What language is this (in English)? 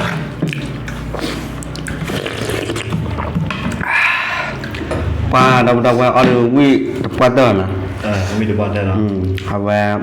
S'gaw Karen